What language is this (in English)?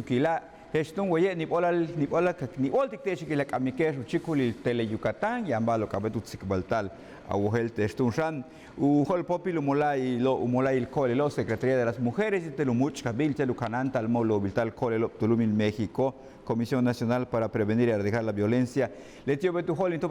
Yucateco